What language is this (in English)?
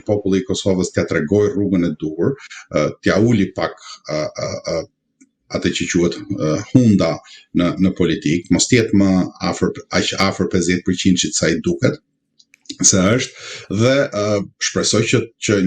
Albanian